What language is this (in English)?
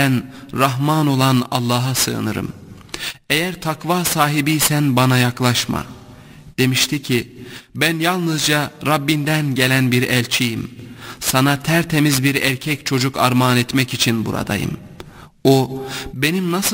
Turkish